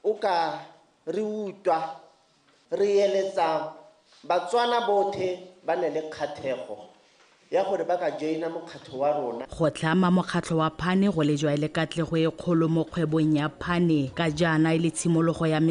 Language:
Tswana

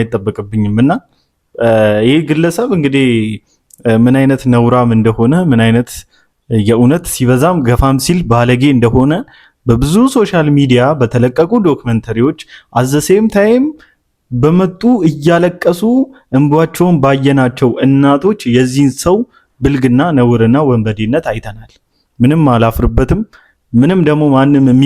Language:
Amharic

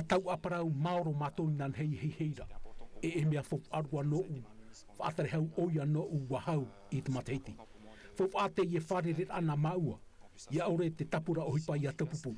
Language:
Tahitian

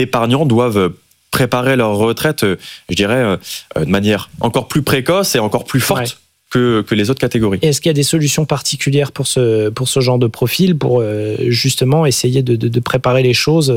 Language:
French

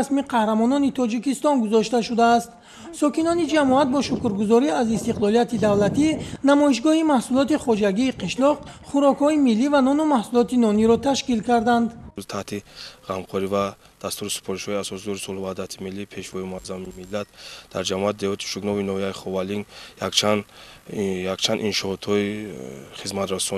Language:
Tajik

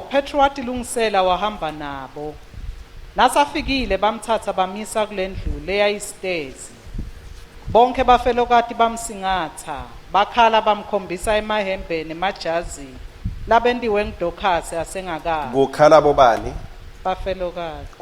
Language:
Swati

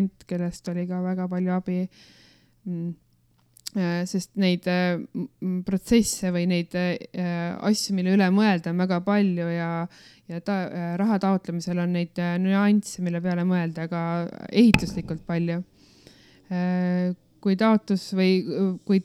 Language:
Estonian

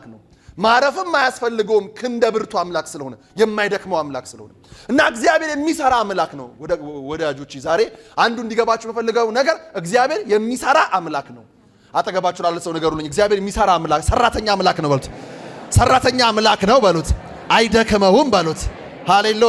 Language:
Amharic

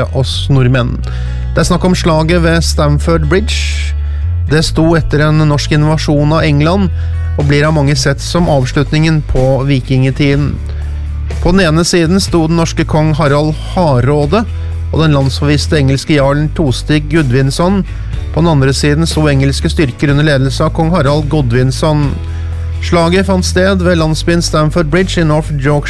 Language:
Norwegian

